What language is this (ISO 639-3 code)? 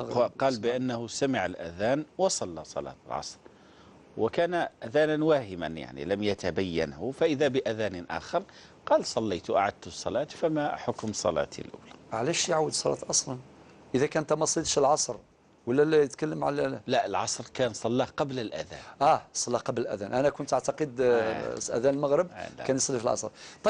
arq